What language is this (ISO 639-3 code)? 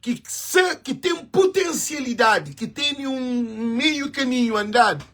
kea